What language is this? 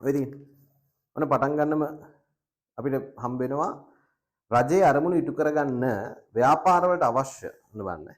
Sinhala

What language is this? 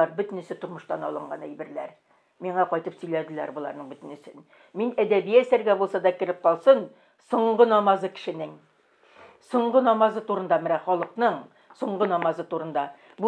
Tatar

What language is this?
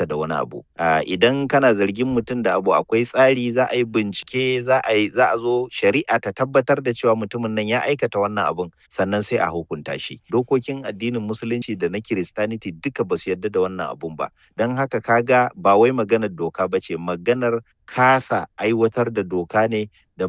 Hausa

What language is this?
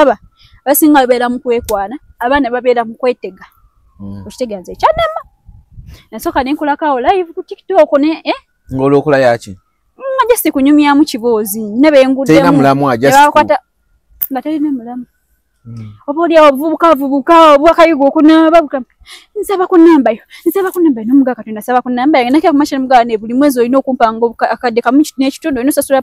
Ganda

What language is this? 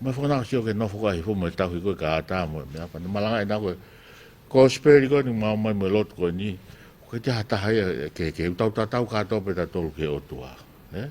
Tongan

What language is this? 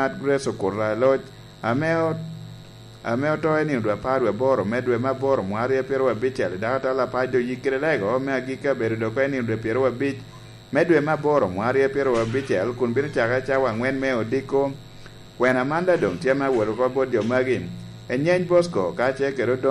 Lango (Uganda)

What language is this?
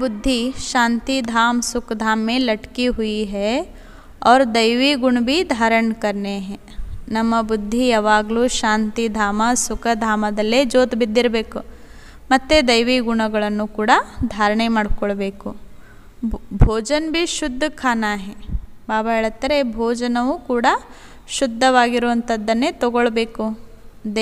Kannada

